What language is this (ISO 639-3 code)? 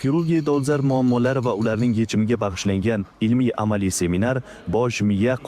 uzb